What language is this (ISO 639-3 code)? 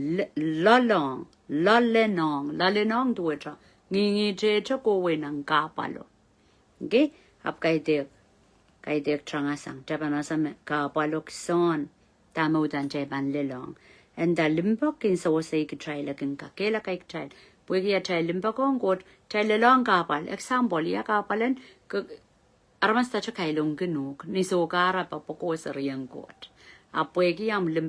pon